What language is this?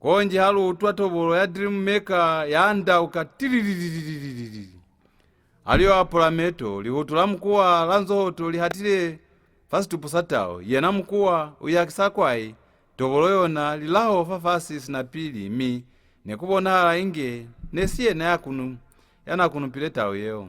Lozi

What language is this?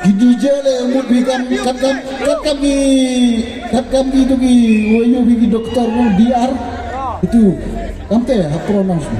Khasi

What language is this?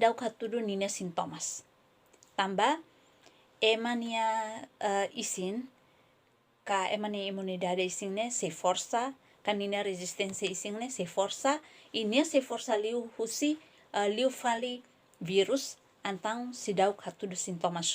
Tetum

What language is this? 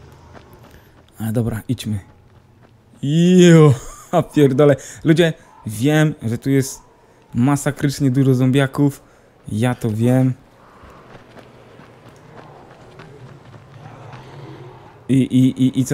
Polish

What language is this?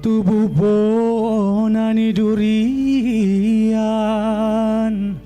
Batak Simalungun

